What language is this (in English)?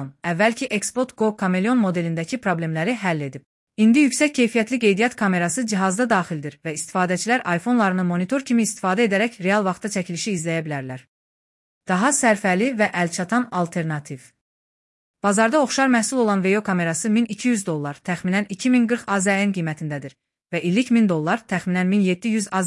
Azerbaijani